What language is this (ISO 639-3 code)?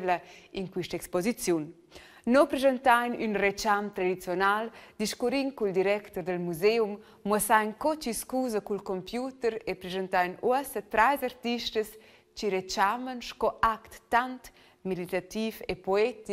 roh